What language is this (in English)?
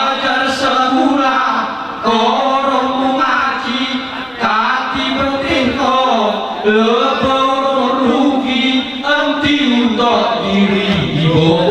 Gayo